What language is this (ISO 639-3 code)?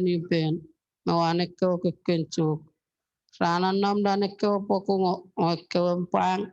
chk